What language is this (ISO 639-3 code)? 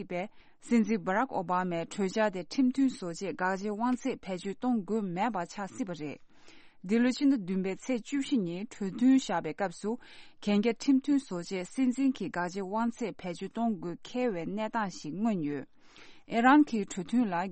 bod